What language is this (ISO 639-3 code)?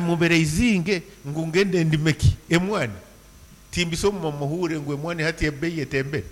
nyn